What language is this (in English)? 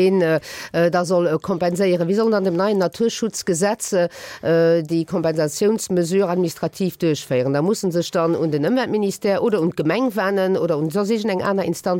Luxembourgish